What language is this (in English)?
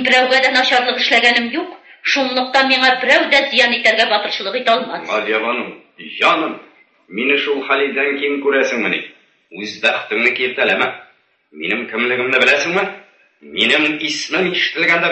Tatar